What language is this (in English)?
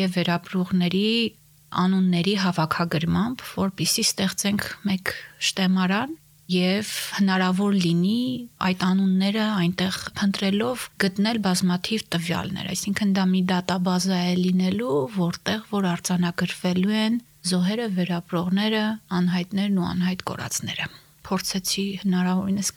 Armenian